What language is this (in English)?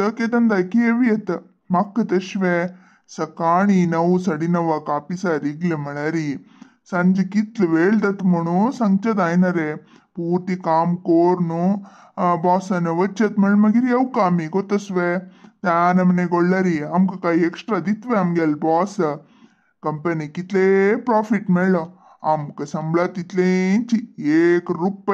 Konkani